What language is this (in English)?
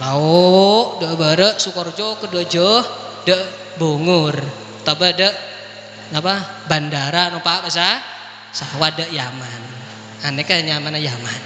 Madurese